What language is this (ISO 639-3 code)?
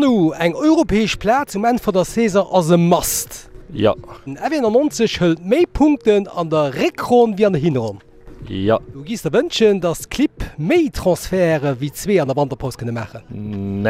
ltz